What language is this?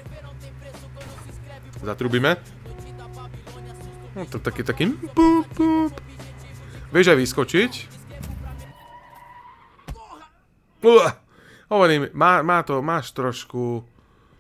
Slovak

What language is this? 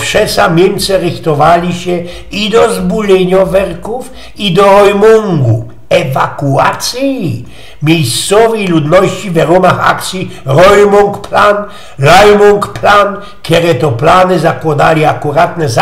Silesian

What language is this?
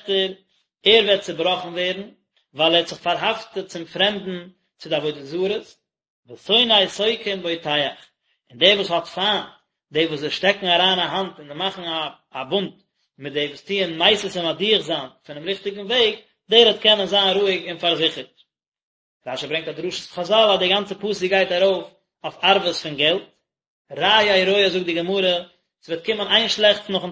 Yiddish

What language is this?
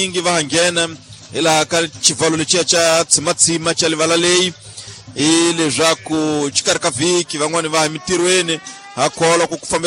Tsonga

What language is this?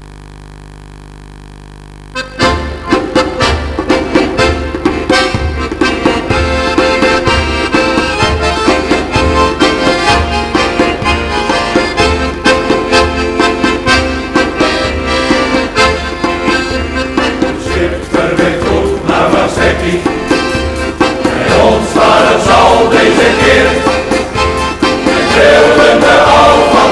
Dutch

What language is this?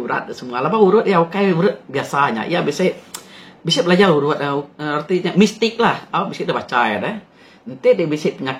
Iban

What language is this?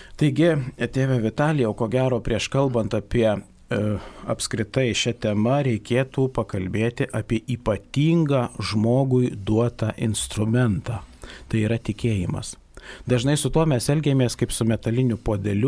Lithuanian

